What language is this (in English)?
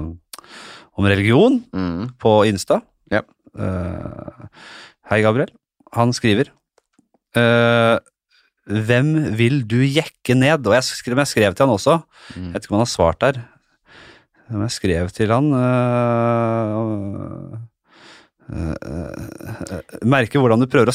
Norwegian